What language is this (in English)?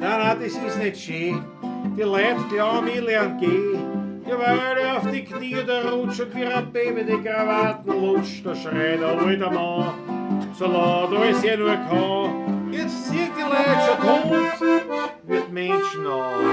Bavarian